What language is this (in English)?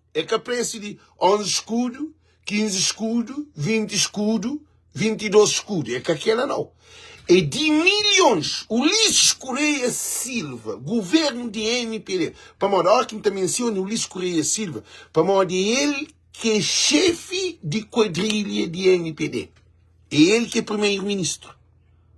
Kabuverdianu